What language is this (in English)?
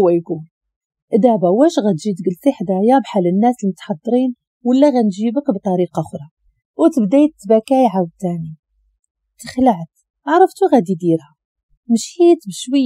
Moroccan Arabic